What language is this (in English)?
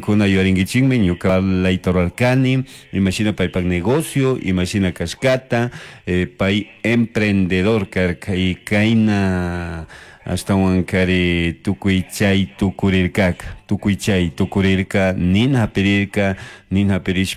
Chimborazo Highland Quichua